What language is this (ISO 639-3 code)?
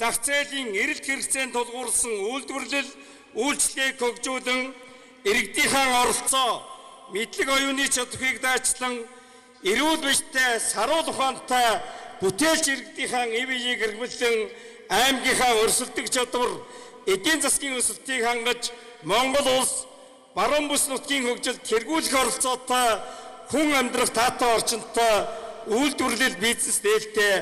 mon